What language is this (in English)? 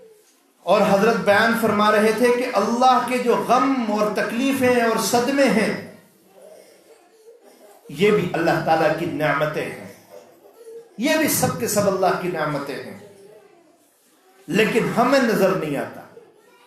Urdu